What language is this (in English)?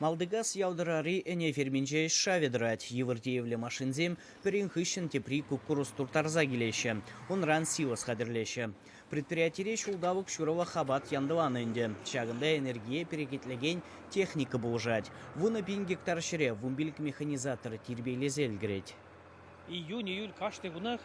Chuvash